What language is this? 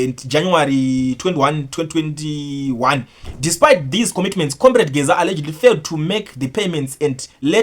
Shona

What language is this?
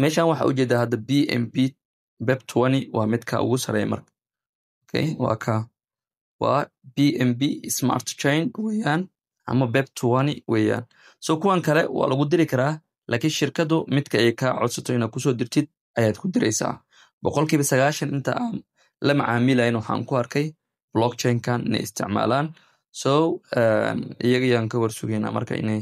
Somali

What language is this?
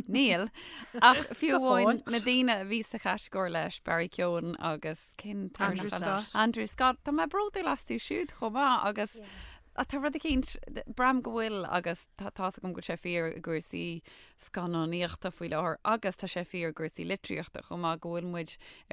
Irish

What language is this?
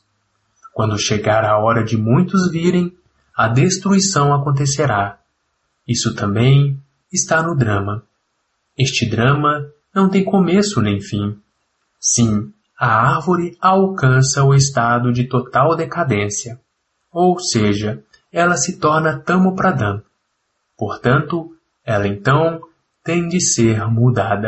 Portuguese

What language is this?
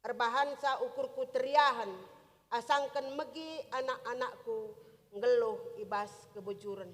Batak Karo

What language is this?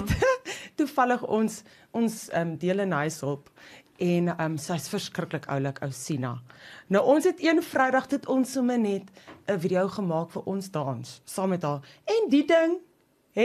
Afrikaans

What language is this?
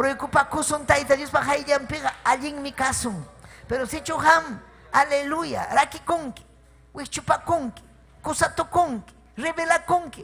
Ayacucho Quechua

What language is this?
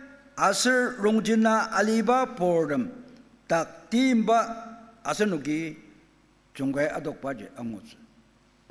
Ao Naga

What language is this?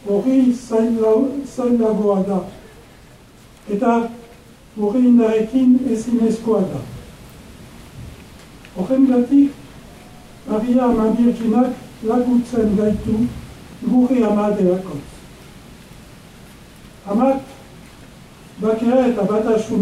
Basque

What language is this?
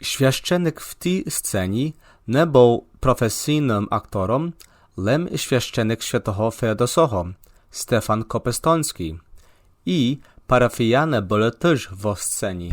Rusyn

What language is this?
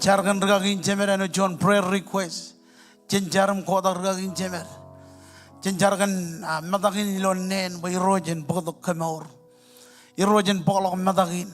Marshallese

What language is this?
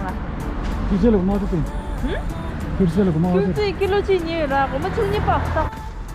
Tibetan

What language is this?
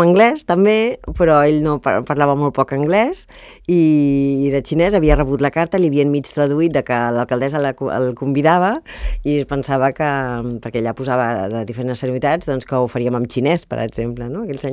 Catalan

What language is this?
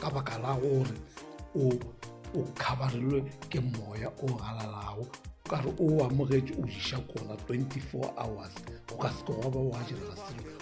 Northern Sotho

